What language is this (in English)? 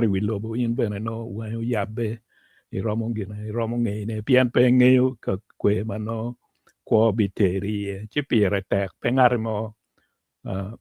Acoli